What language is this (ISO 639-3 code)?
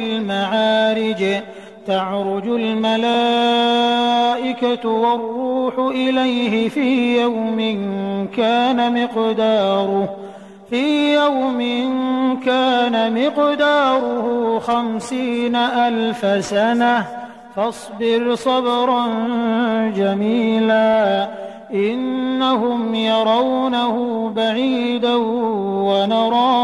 ara